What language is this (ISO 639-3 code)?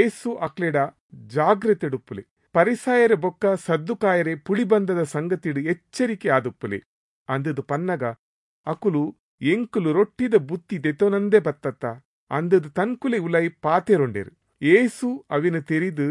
tcy